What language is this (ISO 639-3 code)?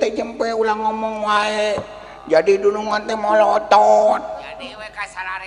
sun